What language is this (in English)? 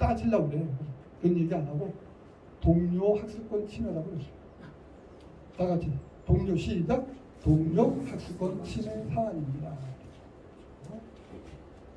Korean